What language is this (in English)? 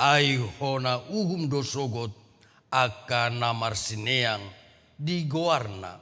Batak Toba